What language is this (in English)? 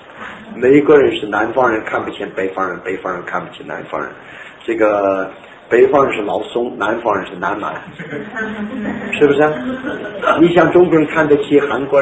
Chinese